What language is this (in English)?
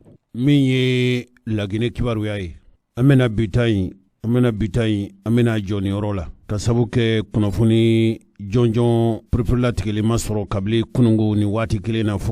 Bambara